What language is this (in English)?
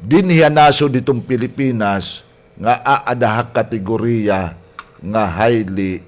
Waray